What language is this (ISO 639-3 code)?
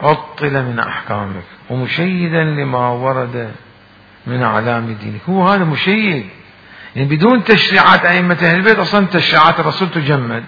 acm